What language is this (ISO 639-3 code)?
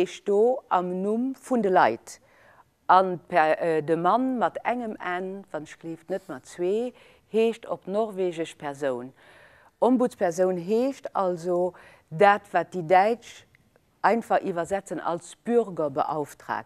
ltz